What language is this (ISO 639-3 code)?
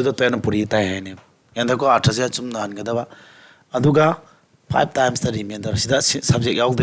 mni